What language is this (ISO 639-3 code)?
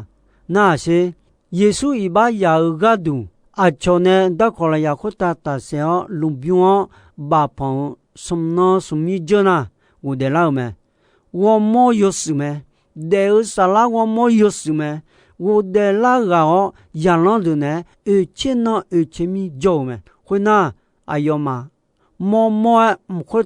ahk